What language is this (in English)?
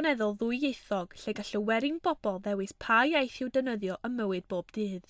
Welsh